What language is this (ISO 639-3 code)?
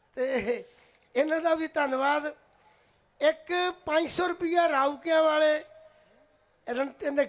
pan